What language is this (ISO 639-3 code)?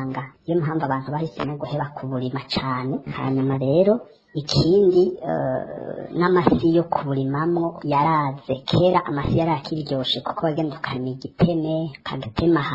run